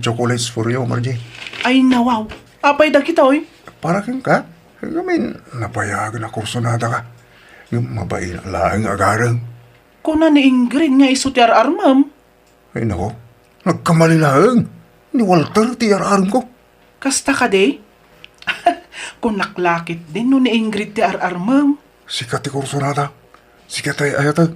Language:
Iloko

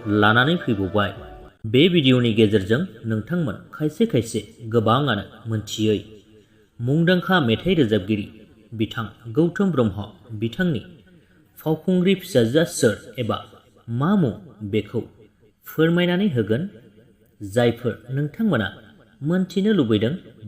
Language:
Bodo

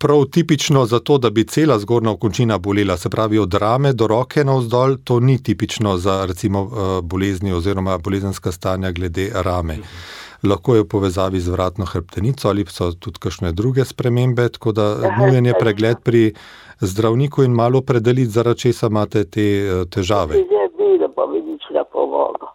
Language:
Slovenian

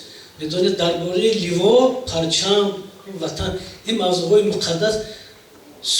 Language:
Tajik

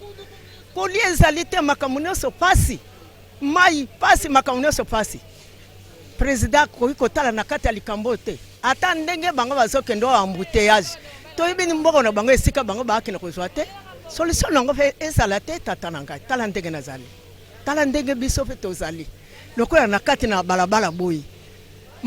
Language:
Lingala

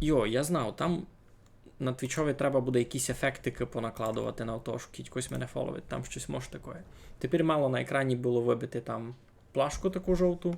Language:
Rusyn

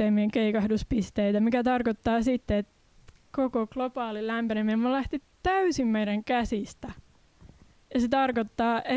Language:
Finnish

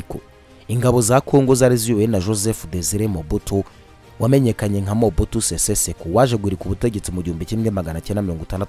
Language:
Kinyarwanda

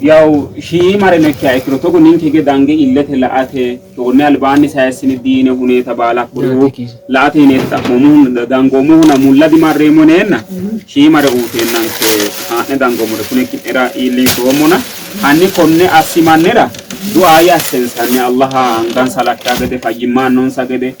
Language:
Sidamo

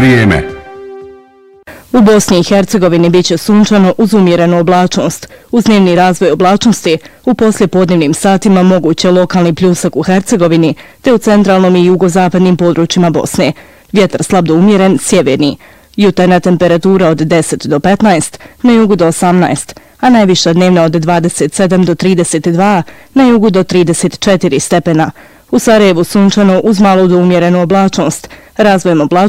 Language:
Bosnian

